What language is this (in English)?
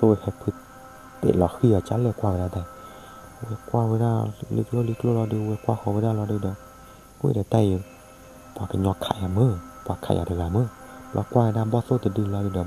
S'gaw Karen